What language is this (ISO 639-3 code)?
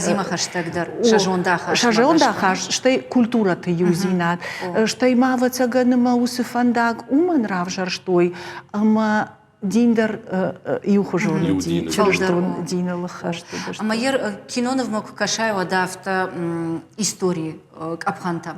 oss